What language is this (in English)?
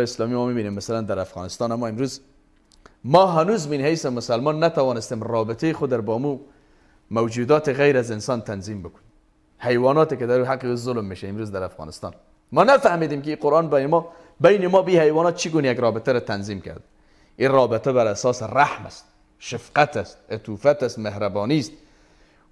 Persian